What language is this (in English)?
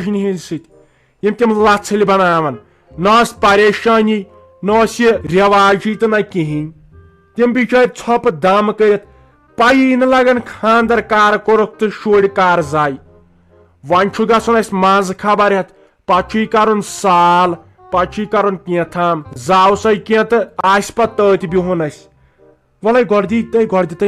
Kashmiri